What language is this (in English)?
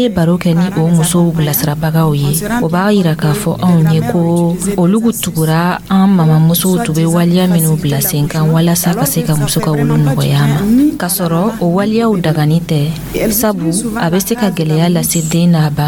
Dyula